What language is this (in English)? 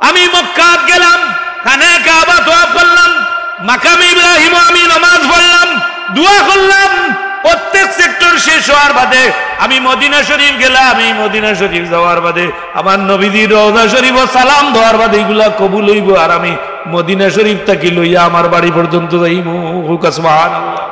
Sylheti